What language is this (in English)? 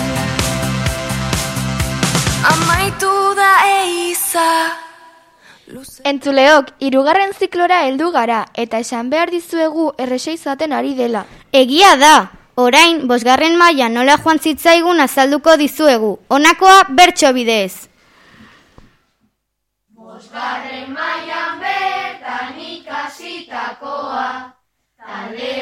Basque